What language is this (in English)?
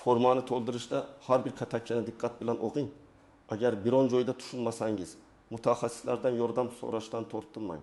Uzbek